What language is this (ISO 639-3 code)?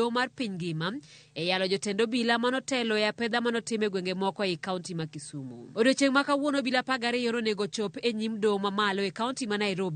luo